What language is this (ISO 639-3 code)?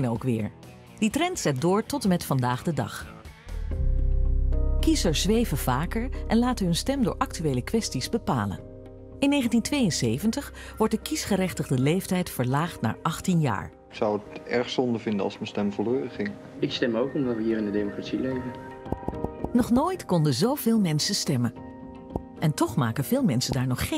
nld